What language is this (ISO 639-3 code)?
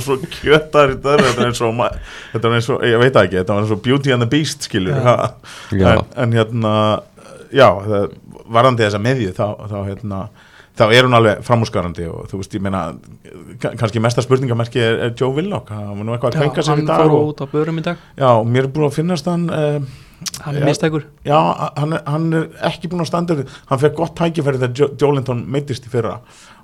isl